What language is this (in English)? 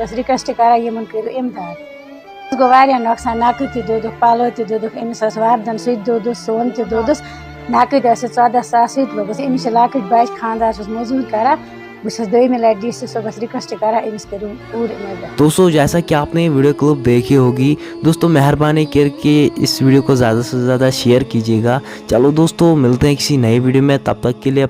Kashmiri